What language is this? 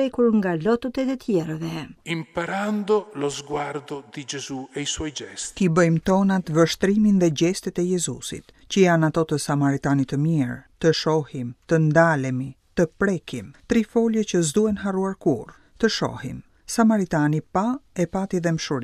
Albanian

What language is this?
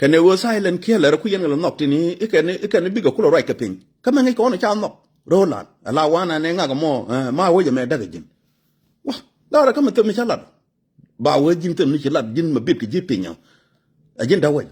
Nuer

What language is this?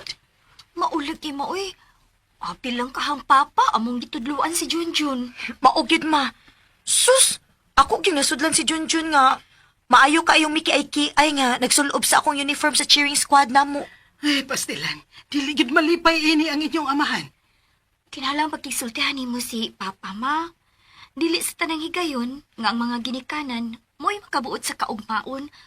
Cebuano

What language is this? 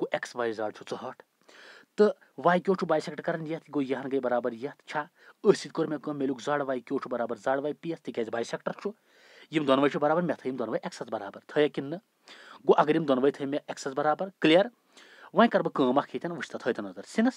Kashmiri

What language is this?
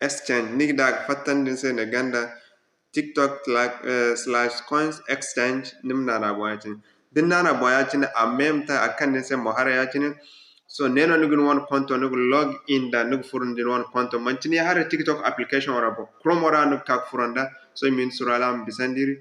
Zarma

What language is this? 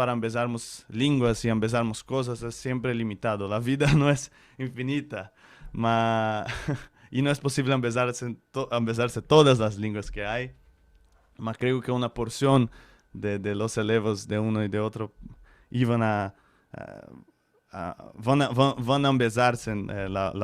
Ladino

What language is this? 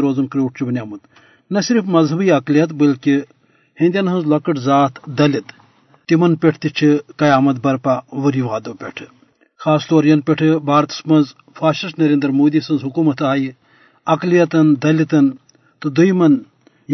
Kashmiri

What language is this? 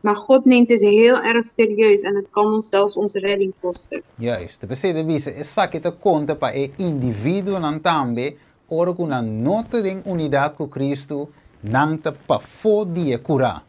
Papiamento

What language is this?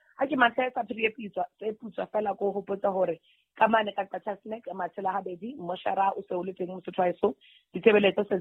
Southern Sotho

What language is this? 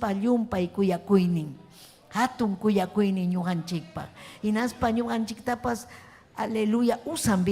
Ayacucho Quechua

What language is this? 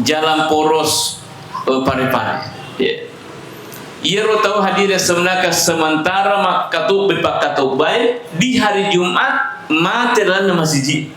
Buginese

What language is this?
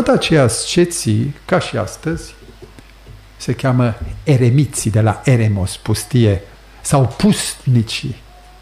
Romanian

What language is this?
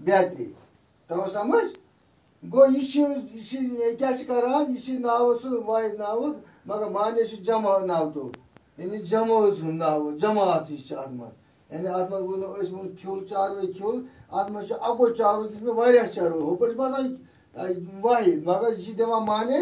Kashmiri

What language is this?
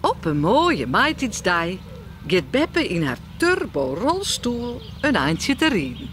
Western Frisian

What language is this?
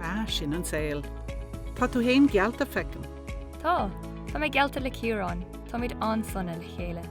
Irish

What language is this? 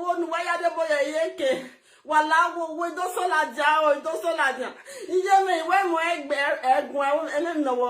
Nigerian Pidgin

